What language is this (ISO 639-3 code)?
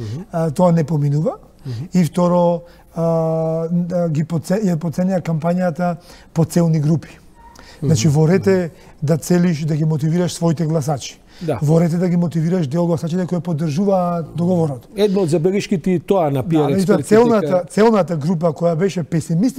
mkd